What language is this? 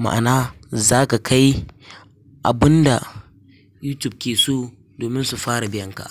Hausa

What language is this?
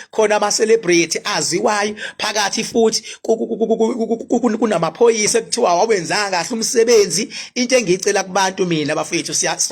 Zulu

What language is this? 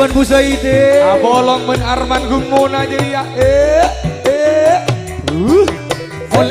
Madurese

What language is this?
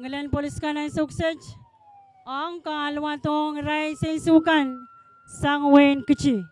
Pohnpeian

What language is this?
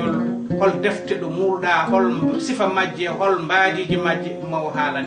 Fula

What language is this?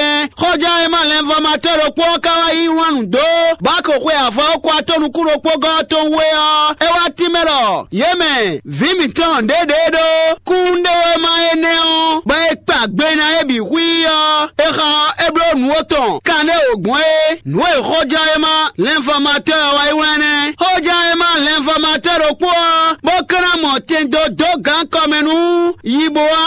Fon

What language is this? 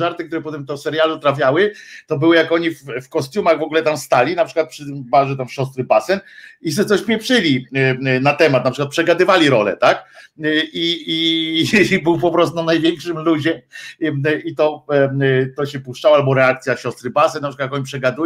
Polish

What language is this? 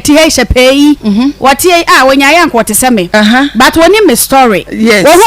Akan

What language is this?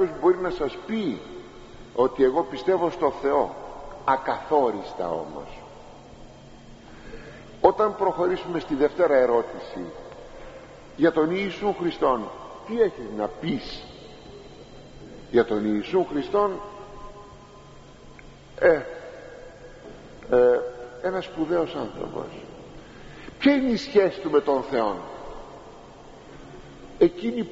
Greek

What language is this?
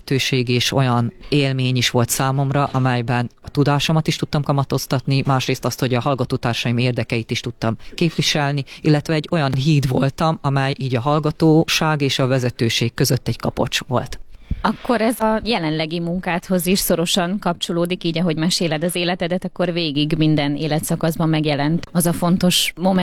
Hungarian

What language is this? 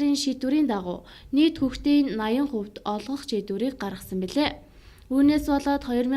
Mongolian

